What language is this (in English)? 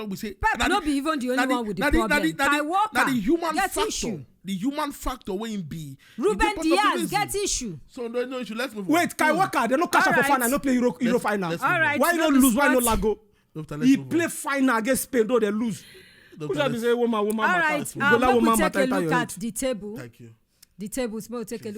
Nigerian Pidgin